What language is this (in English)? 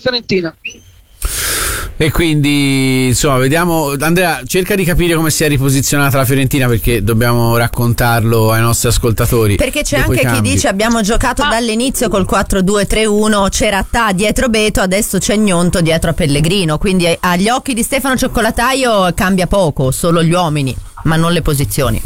Italian